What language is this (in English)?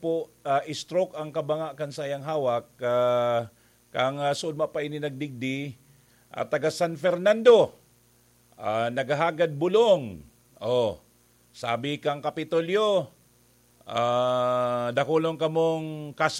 Bikol